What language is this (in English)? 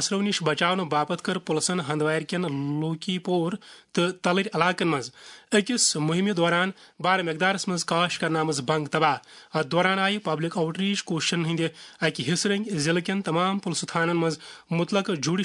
Kashmiri